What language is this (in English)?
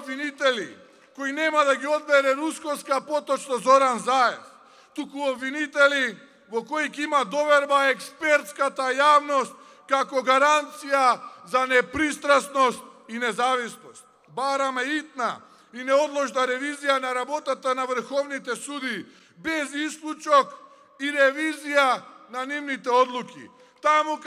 Macedonian